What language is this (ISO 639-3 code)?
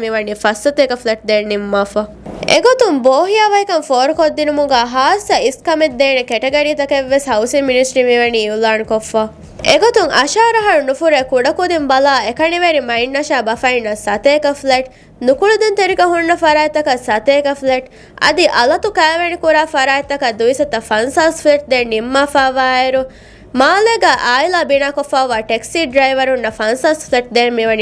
div